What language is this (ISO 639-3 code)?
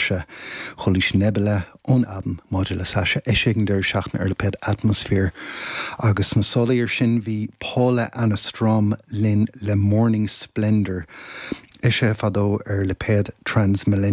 gle